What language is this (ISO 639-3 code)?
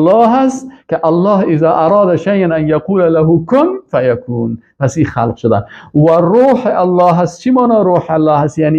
fas